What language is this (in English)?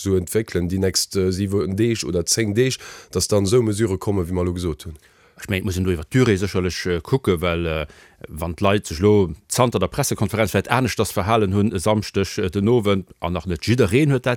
Luxembourgish